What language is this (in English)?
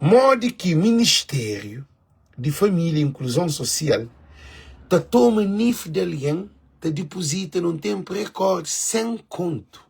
Kabuverdianu